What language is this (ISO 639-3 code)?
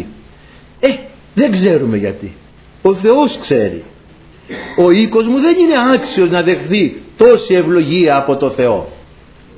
ell